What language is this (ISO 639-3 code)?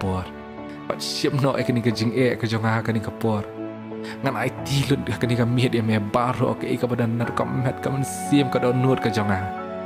kha